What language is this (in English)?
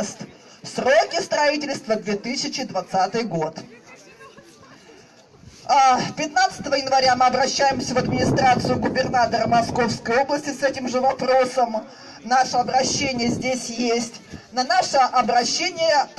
Russian